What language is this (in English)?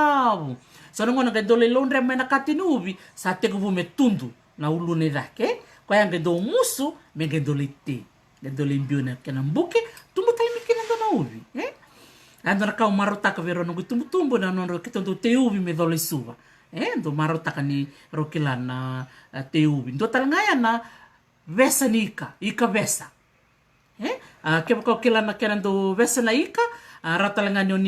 Fijian